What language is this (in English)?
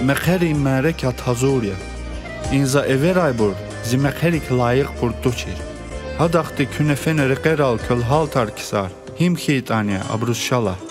Lezghian